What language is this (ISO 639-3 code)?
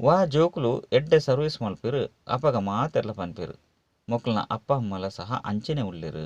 tcy